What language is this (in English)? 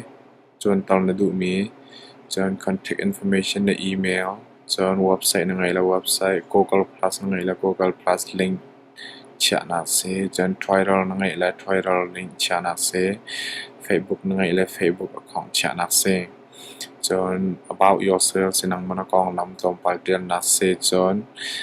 Hakha Chin